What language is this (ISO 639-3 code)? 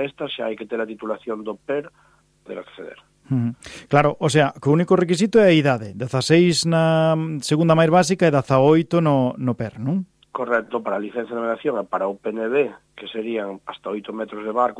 glg